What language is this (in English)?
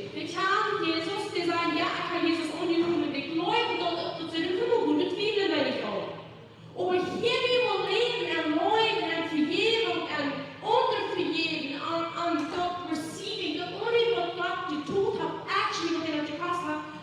Plautdietsch